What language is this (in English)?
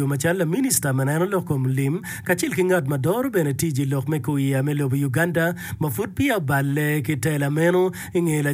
Acoli